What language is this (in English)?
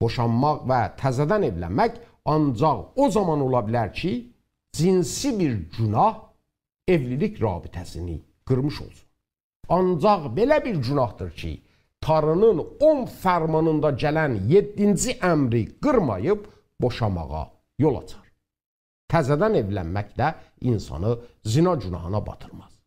South Azerbaijani